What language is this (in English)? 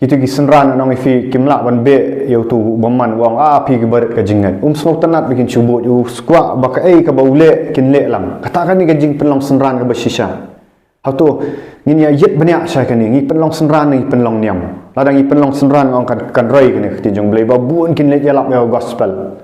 Khasi